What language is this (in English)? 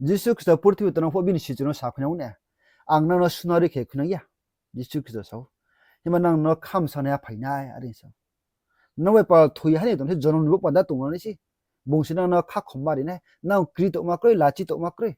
Riang (India)